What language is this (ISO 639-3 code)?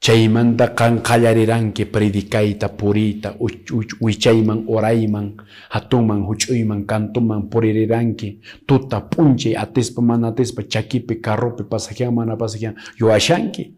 que